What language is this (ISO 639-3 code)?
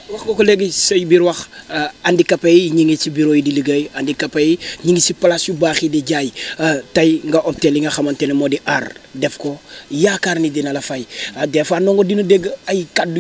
wol